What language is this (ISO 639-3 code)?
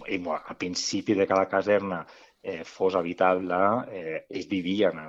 cat